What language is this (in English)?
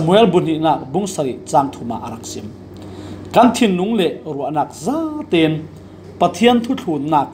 Falam Chin